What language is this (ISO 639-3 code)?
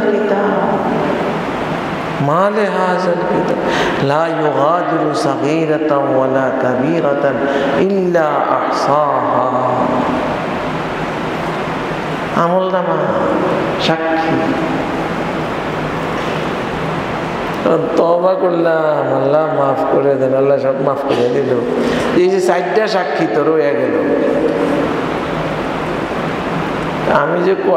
ben